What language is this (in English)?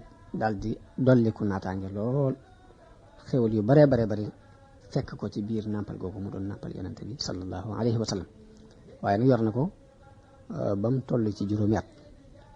Wolof